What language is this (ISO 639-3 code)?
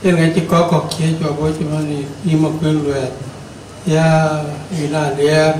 din